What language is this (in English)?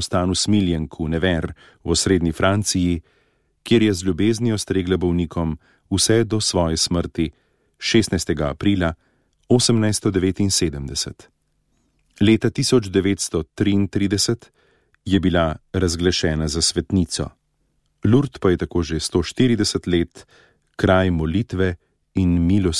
Slovenian